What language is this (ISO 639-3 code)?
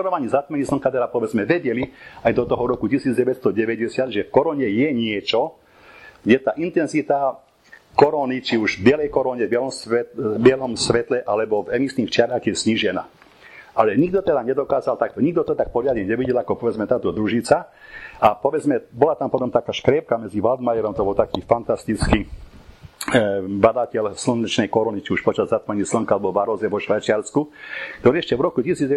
slk